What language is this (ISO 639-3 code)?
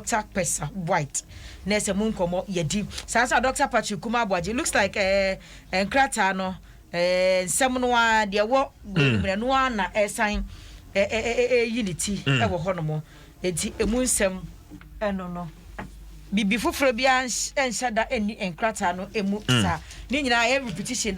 aka